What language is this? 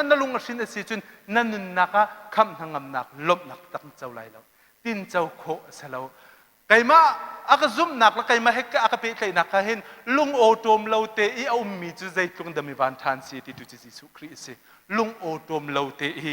Hakha Chin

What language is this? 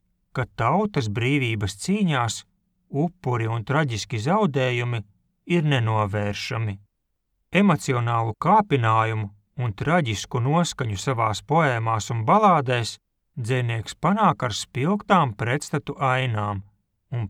Latvian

